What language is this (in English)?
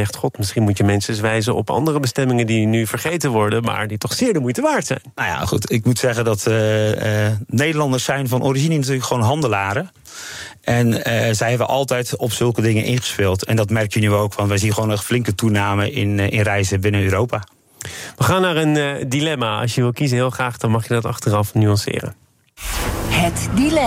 Dutch